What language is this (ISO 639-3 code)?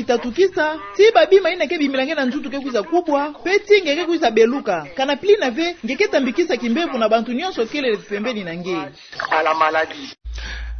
ktu